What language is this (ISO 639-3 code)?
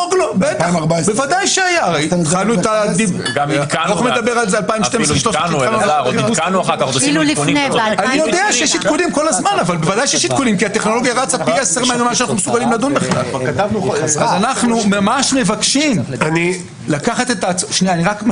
heb